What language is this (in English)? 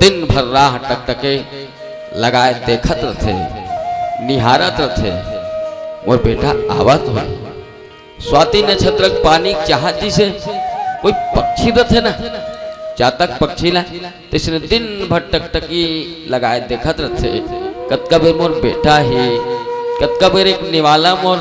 Chhattisgarhi